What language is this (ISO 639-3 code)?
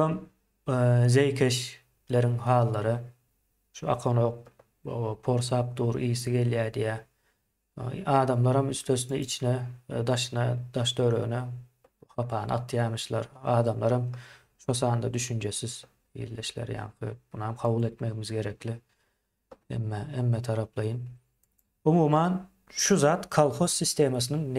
tuk